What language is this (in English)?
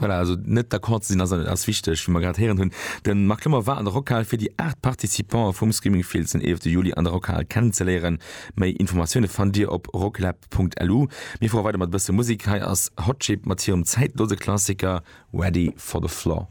Luxembourgish